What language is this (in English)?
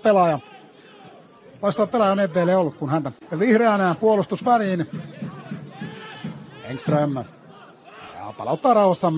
Finnish